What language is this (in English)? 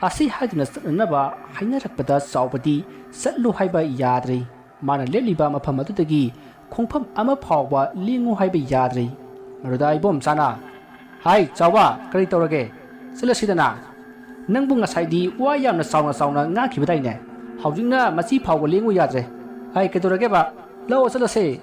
Manipuri